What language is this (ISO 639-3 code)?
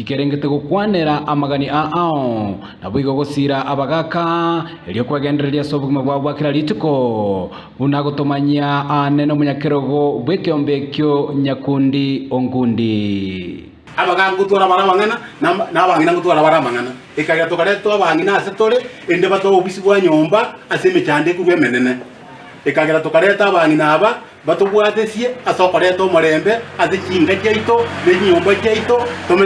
guz